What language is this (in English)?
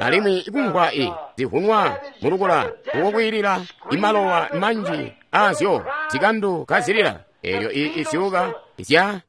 Tonga (Zambia)